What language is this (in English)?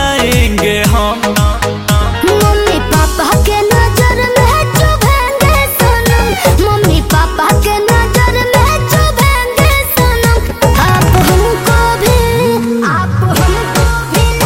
Bhojpuri